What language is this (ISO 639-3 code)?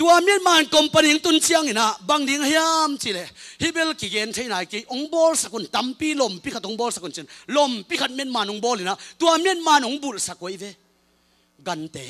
ctd